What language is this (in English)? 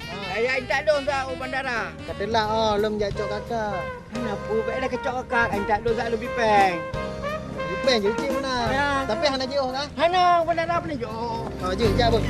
Achinese